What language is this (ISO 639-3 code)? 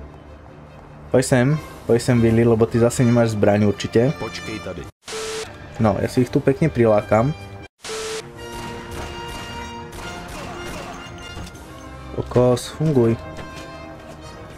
slk